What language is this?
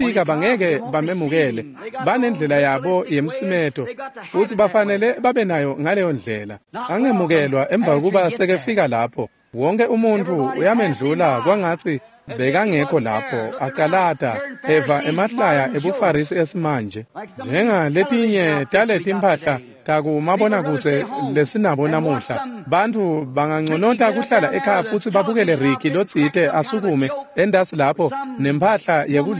Swati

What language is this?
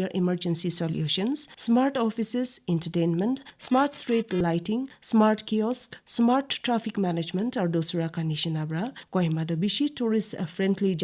Naga Pidgin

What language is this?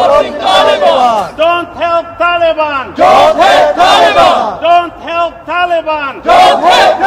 Persian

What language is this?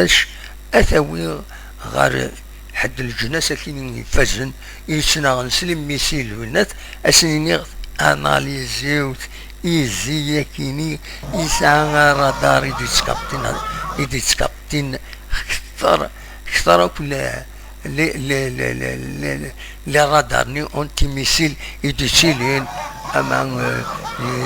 Kabyle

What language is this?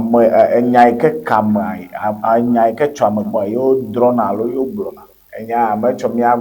Ewe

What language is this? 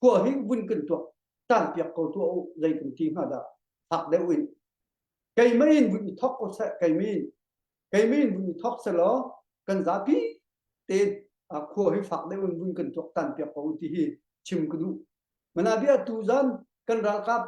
Hakha Chin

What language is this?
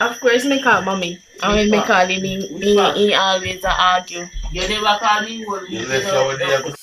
Jamaican Creole English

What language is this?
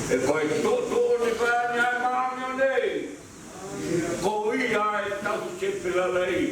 Tongan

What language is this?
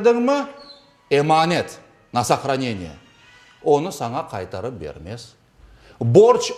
Crimean Tatar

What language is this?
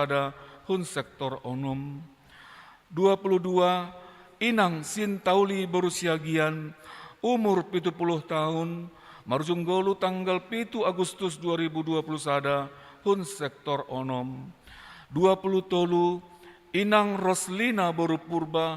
Batak Simalungun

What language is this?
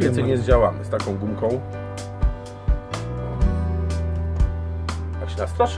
Polish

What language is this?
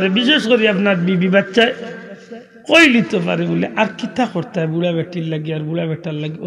Sylheti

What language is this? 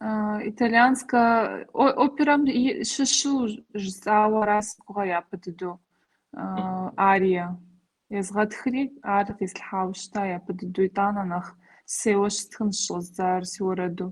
Kabardian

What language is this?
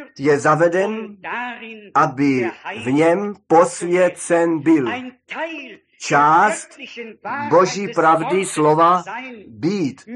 Czech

